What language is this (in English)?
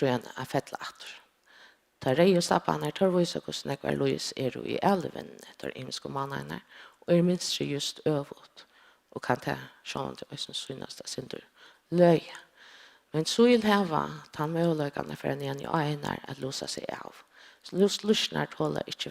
Faroese